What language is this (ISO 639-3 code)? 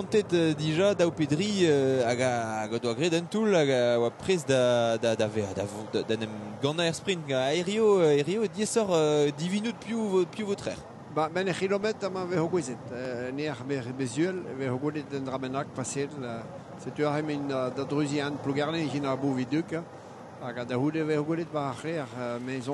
bre